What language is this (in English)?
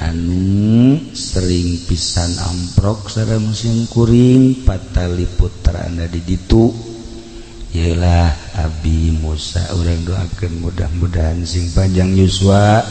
Sundanese